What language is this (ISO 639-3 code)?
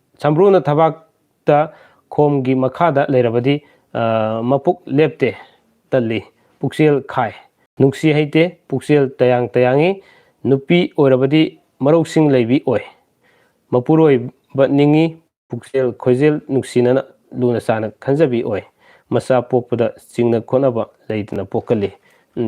mni